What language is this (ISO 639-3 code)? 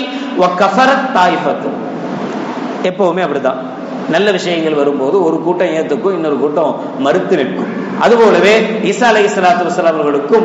tam